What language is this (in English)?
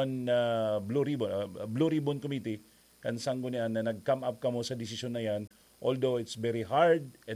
Bikol